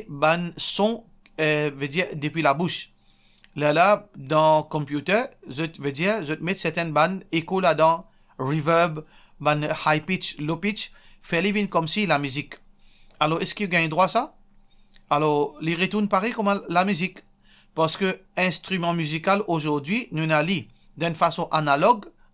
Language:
Morisyen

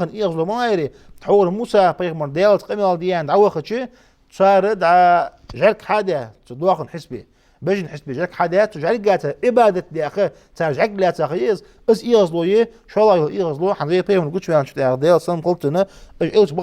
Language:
Ingush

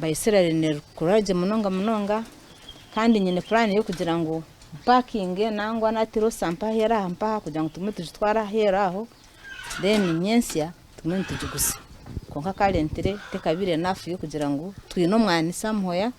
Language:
Nyankole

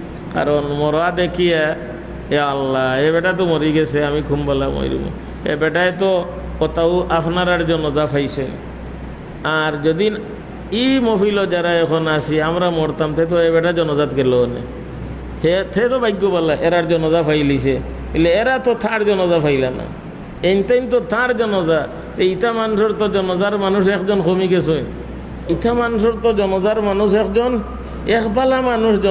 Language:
Sylheti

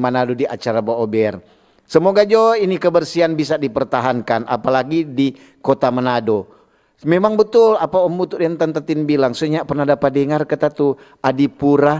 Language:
Manado Malay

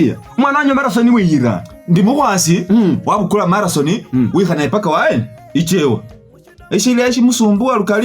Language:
Masaaba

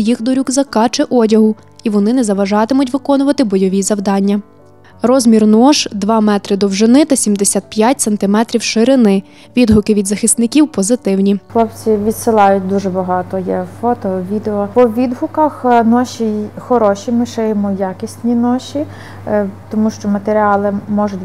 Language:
Ukrainian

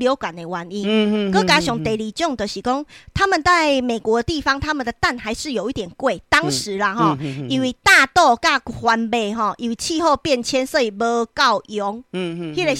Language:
Min Nan Chinese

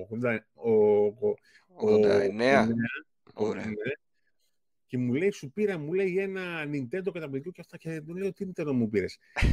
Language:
Greek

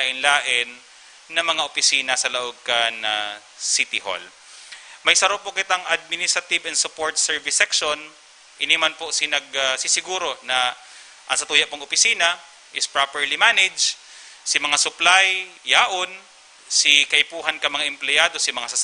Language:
Bikol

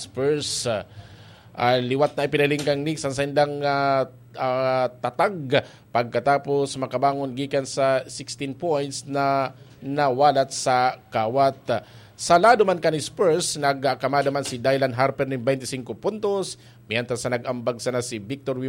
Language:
Bikol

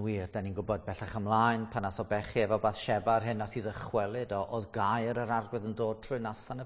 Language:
Welsh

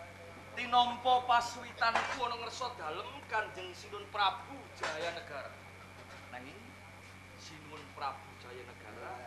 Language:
Javanese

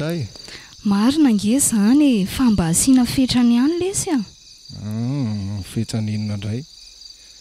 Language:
Malagasy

